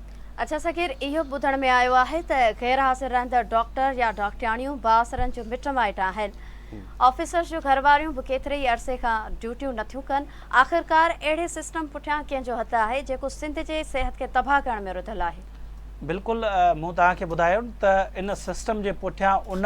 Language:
Sindhi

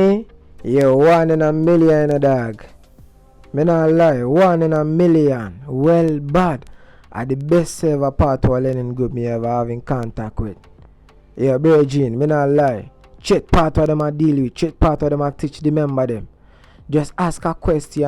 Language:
Jamaican Creole English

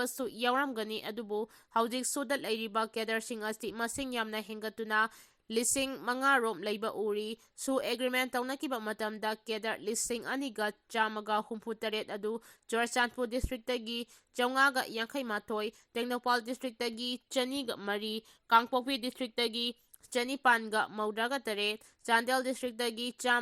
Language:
Manipuri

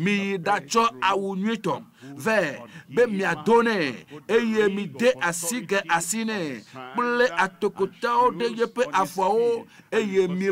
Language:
Ewe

